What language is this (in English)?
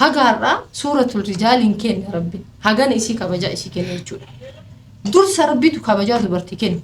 Oromo